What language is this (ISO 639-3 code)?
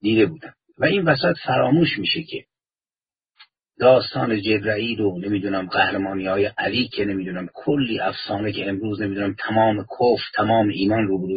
fas